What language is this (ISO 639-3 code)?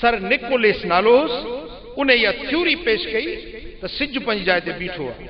snd